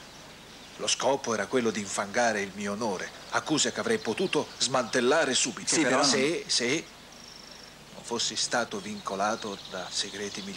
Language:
Italian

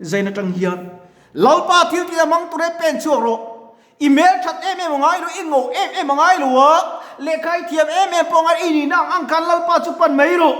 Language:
Mizo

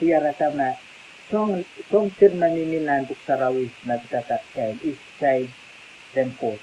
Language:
Pohnpeian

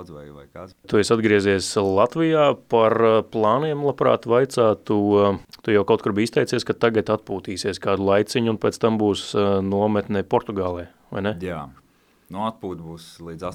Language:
Latvian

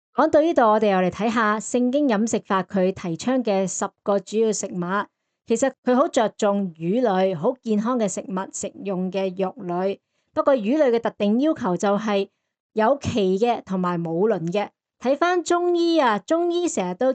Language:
Cantonese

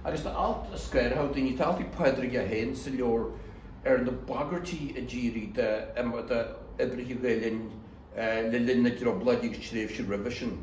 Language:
Irish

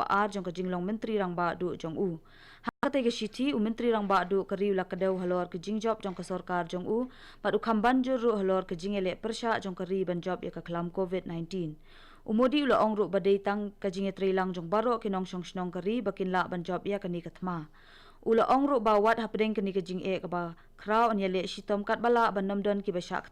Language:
Khasi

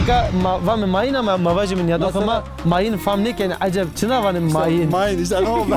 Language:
Zaza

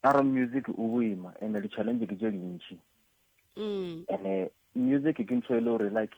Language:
Northern Sotho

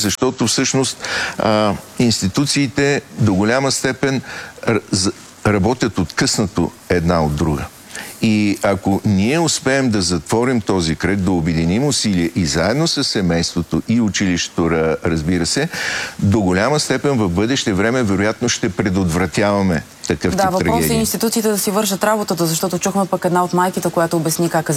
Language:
Bulgarian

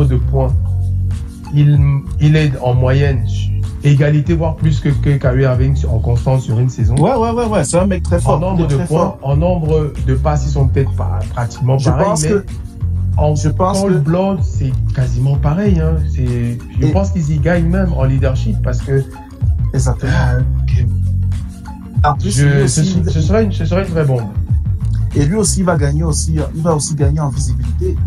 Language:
French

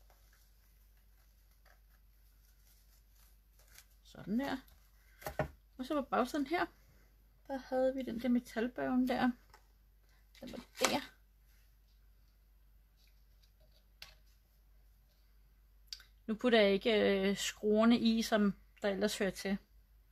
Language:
Danish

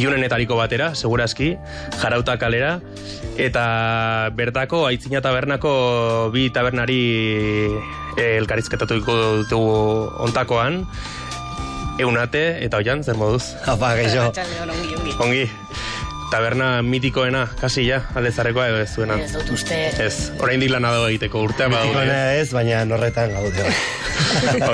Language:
Basque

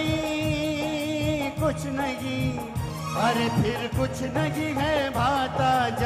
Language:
Hindi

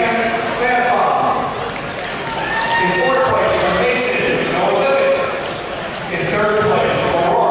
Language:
English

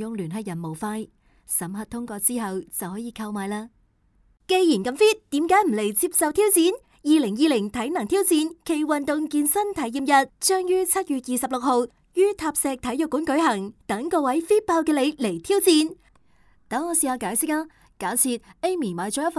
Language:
Cantonese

